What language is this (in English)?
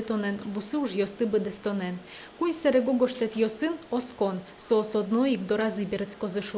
Udmurt